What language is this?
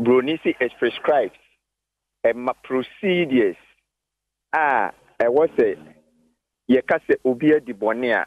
Akan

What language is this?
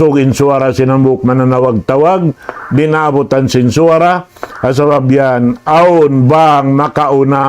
Tausug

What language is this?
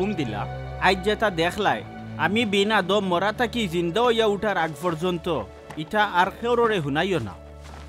Sylheti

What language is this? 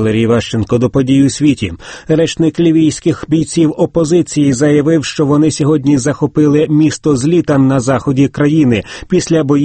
Ukrainian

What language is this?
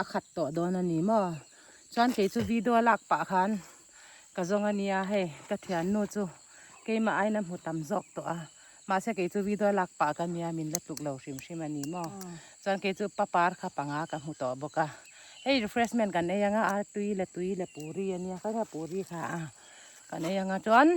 Mizo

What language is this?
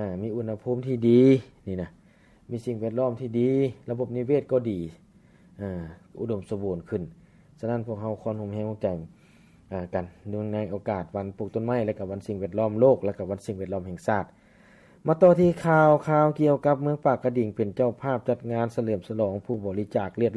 Lao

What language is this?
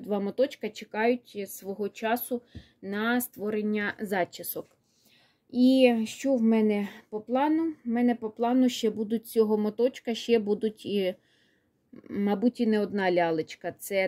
Ukrainian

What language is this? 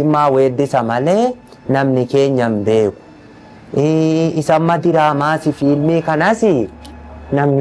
Oromo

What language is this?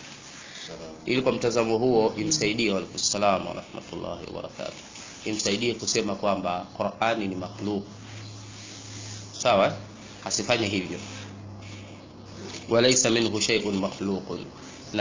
Swahili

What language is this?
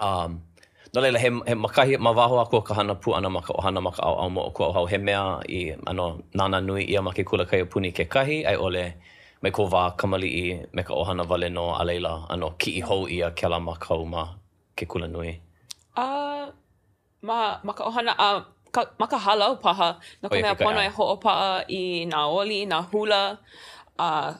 Hawaiian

